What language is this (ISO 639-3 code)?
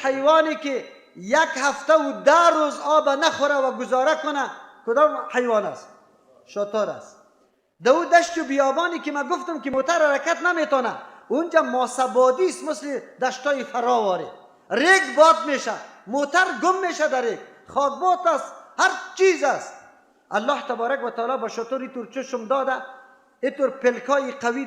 fas